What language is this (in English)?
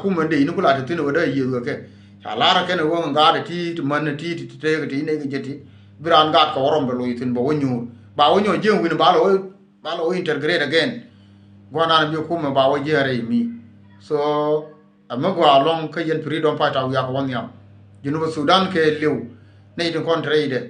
Nuer